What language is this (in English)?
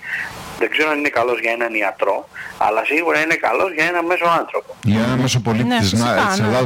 Greek